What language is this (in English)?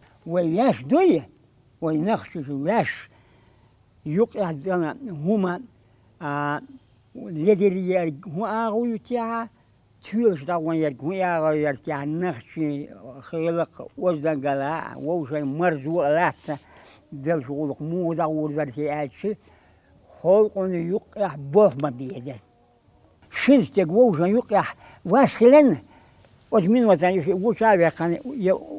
Chechen